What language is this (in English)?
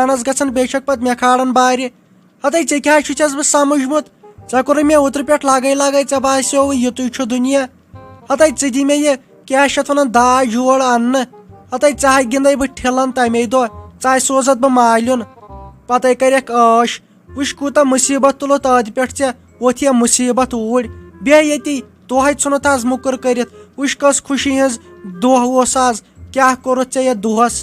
Kashmiri